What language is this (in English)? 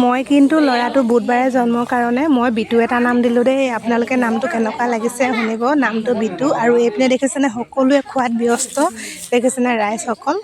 Assamese